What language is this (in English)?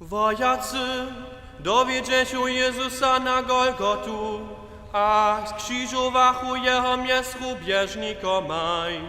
Upper Sorbian